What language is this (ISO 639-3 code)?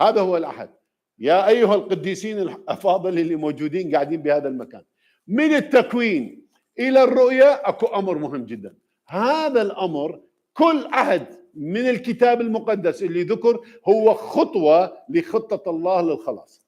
acm